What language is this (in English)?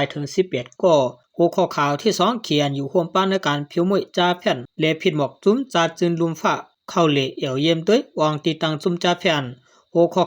Shan